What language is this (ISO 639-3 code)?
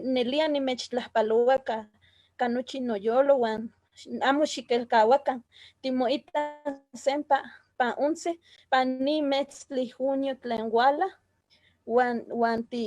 nhe